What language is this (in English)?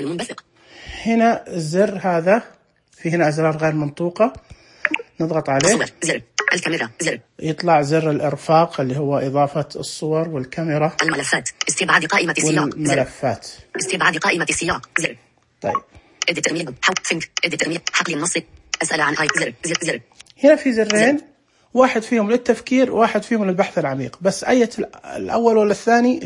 Najdi Arabic